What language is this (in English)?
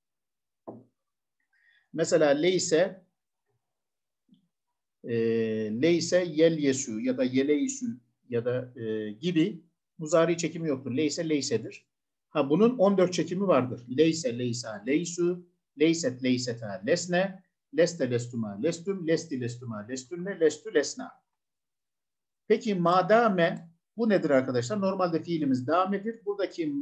Turkish